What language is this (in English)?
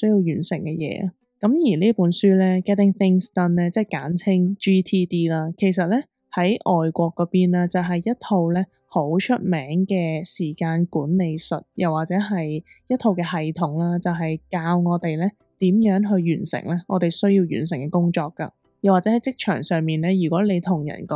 Cantonese